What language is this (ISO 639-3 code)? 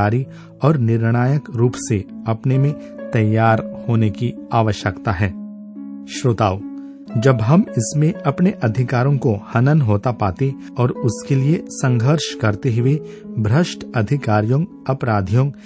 hin